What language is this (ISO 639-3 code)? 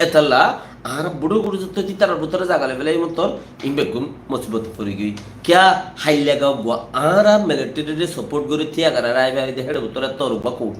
rhg